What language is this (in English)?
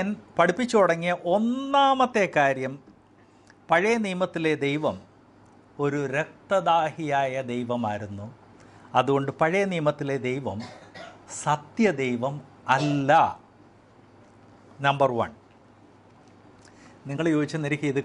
Malayalam